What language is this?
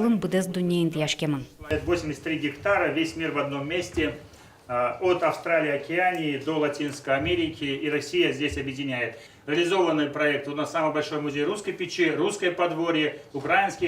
Udmurt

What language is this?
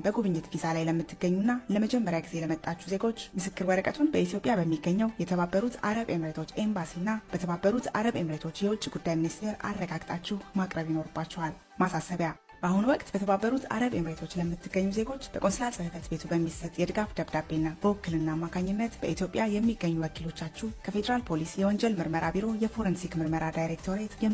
Amharic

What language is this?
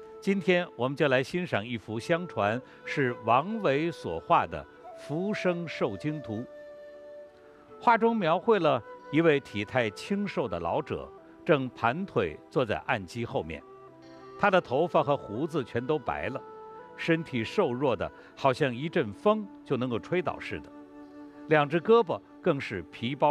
Chinese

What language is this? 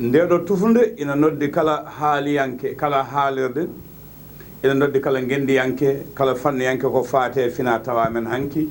Fula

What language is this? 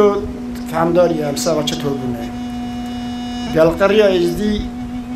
Kurdish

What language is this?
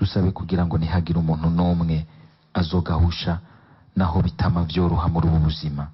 Rundi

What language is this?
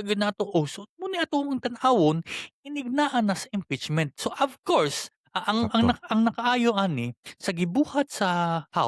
Cebuano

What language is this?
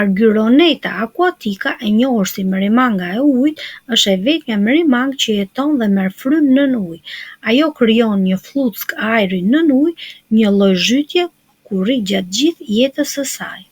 Albanian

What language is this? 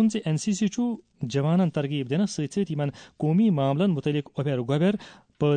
Kashmiri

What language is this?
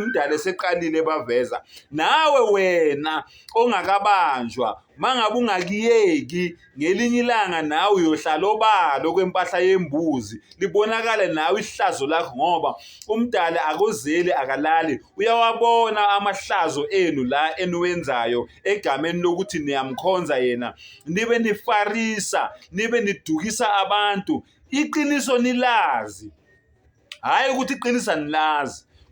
Zulu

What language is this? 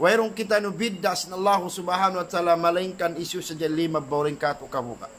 Tausug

